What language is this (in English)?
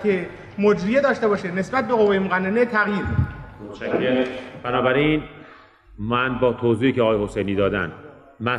Persian